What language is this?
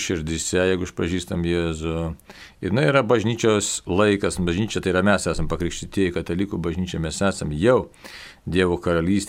Lithuanian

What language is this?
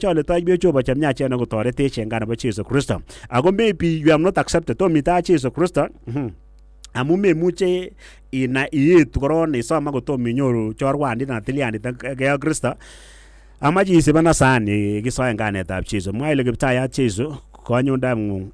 Kalenjin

